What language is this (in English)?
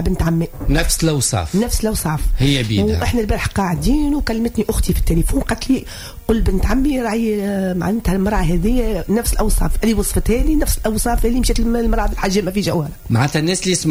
Tunisian Arabic